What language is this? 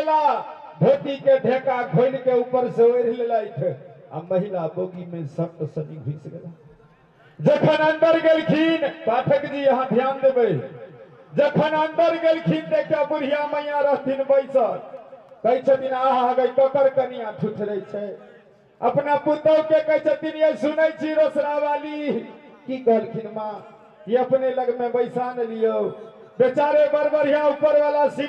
Maithili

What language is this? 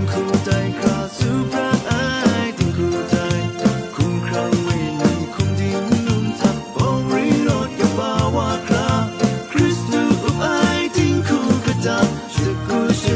Kachin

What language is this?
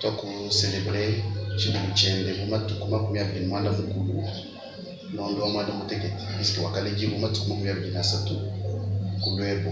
Luba-Lulua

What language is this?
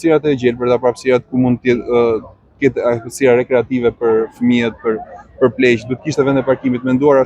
Albanian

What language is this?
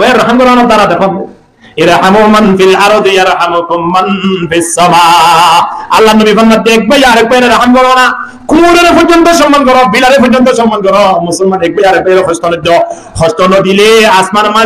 Rohingya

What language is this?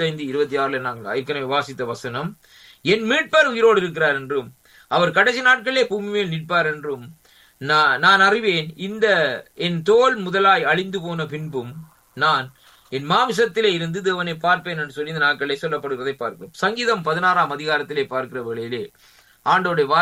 Tamil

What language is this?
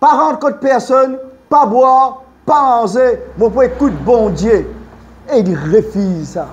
Morisyen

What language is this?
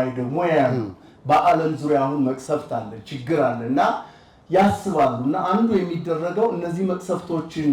Amharic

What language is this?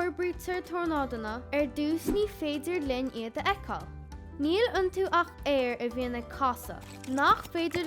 Irish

